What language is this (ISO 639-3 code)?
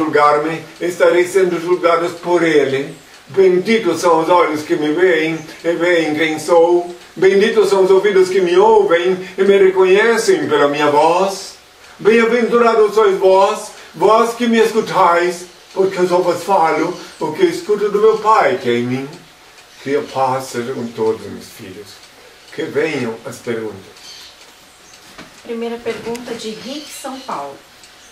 por